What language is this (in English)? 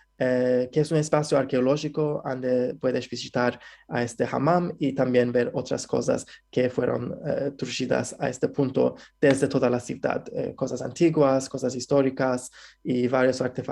Ladino